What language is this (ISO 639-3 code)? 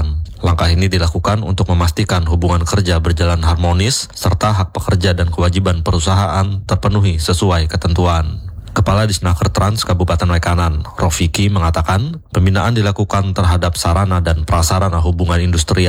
ind